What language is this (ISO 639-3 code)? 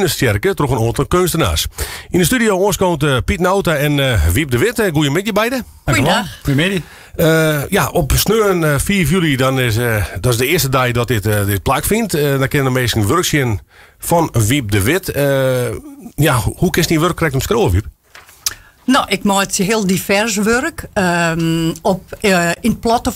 fry